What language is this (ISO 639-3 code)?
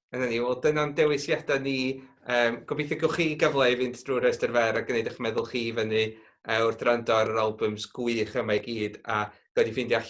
cym